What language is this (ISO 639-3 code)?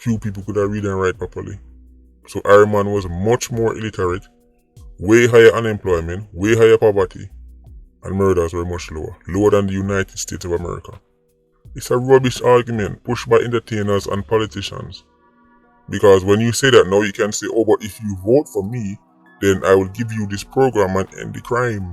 jam